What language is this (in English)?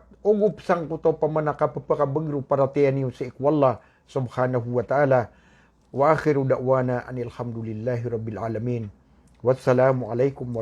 Maranao